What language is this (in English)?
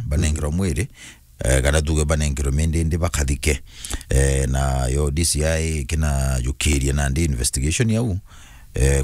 Meru